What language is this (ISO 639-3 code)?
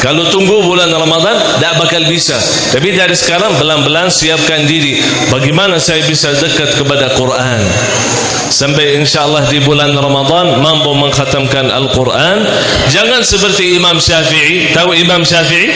sas